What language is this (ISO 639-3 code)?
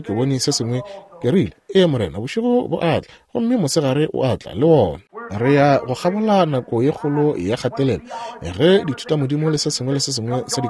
nso